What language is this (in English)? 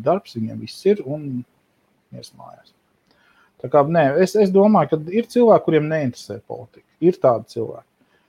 Latvian